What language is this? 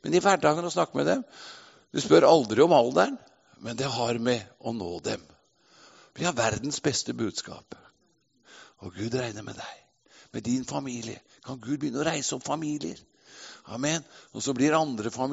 Norwegian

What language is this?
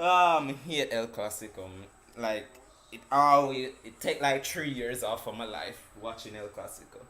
Jamaican Creole English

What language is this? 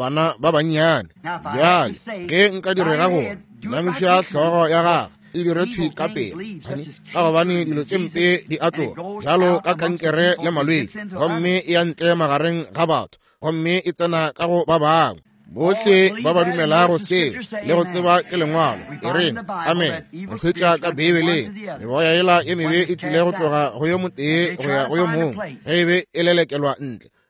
Northern Sotho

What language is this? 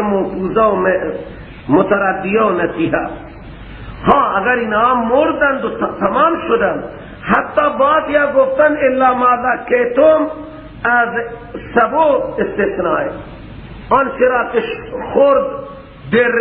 Persian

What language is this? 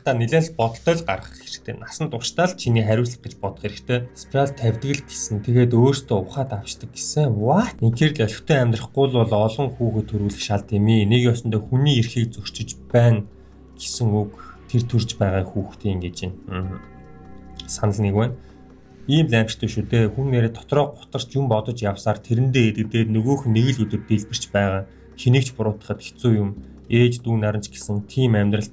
Mongolian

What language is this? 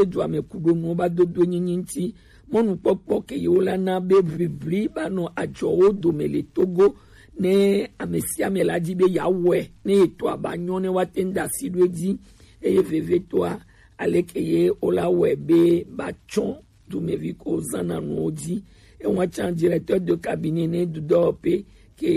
Gen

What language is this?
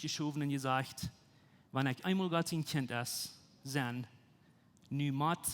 Plautdietsch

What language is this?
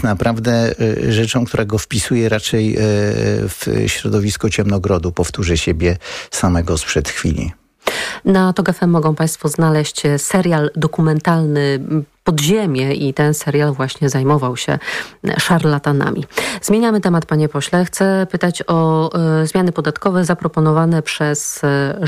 Polish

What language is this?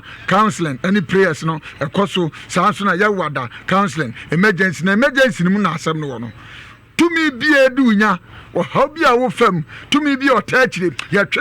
Akan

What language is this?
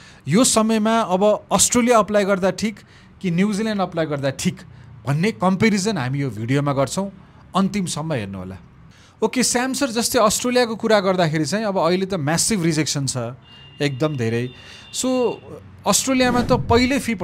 Nepali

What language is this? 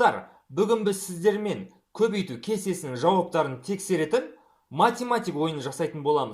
Kazakh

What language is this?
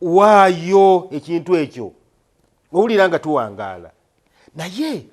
Ganda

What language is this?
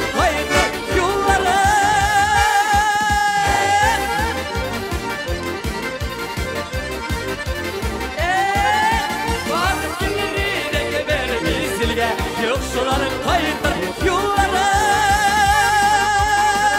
Tatar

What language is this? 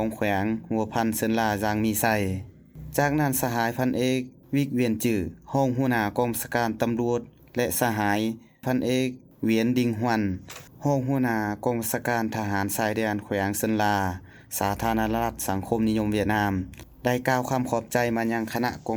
Lao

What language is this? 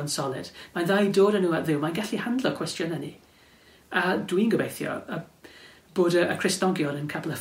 Welsh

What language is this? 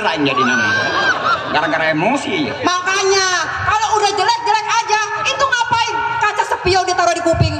Betawi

